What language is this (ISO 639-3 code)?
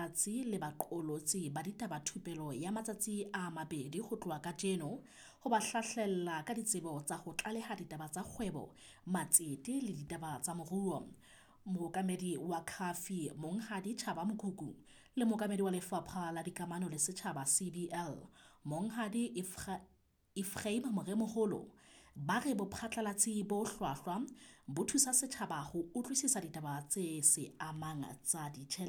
sot